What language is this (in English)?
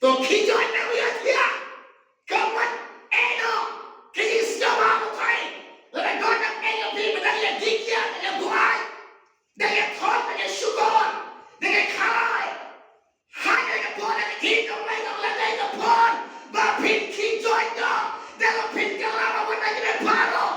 Khasi